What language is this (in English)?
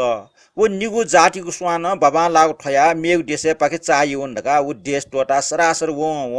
Newari